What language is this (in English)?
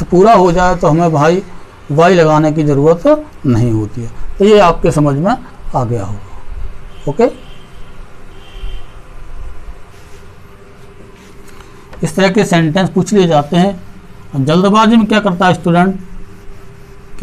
Hindi